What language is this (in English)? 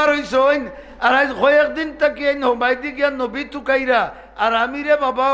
Sylheti